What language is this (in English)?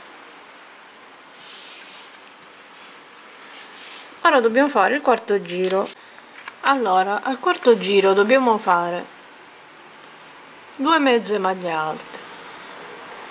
Italian